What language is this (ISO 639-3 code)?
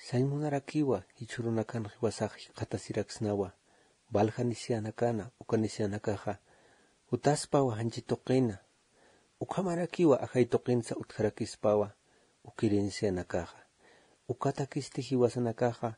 aym